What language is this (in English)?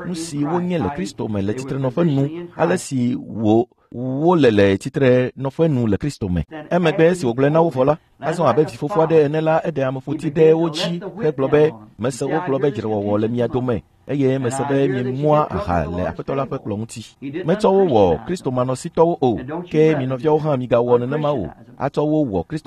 Ewe